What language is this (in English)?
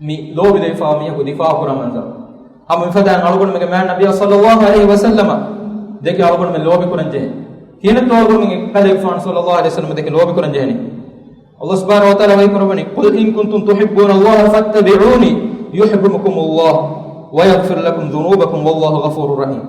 Divehi